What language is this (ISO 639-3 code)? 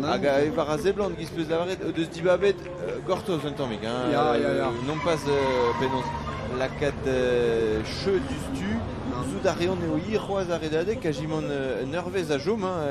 bre